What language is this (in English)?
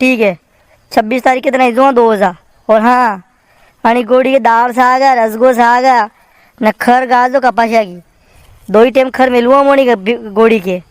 Rajasthani